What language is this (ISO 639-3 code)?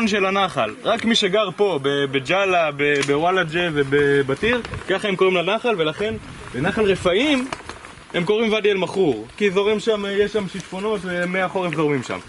heb